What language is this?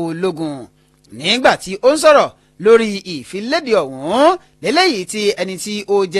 Yoruba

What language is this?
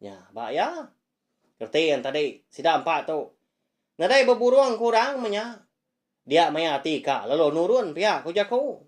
Iban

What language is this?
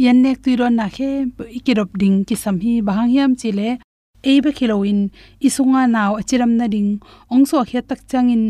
Tedim Chin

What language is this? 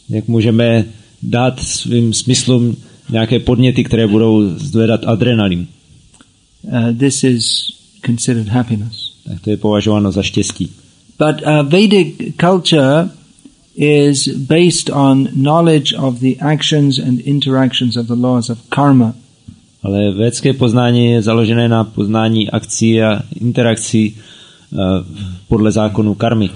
Czech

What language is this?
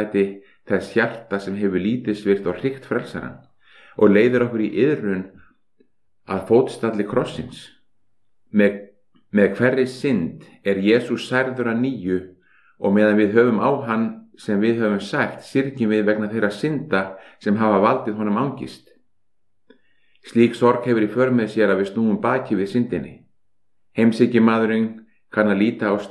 Icelandic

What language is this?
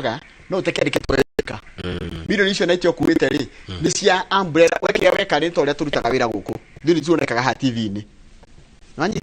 Kikuyu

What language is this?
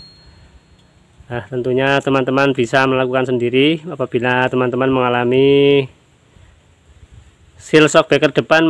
Indonesian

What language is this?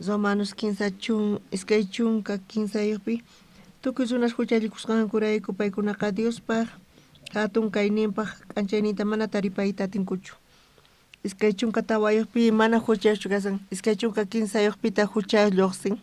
South Bolivian Quechua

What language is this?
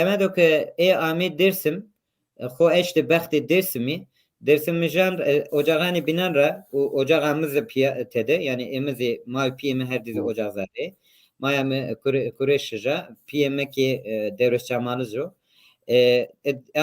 Zaza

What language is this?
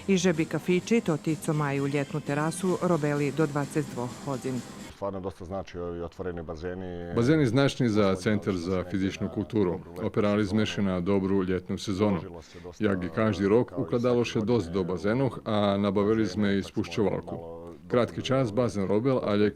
Rusyn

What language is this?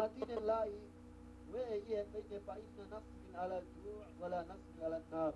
Yakan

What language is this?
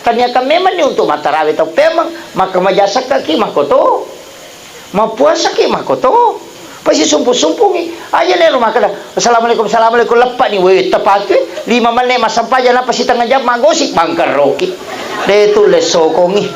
Buginese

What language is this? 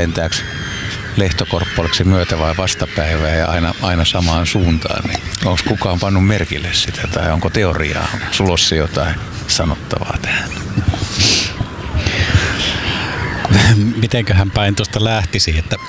Finnish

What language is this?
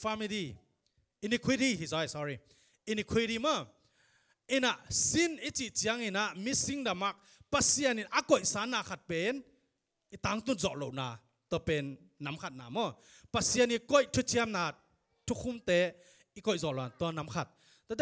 Tedim Chin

